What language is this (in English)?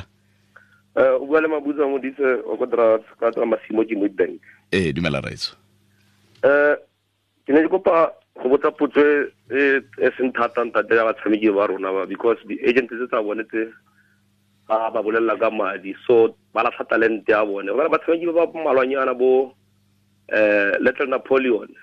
Tswana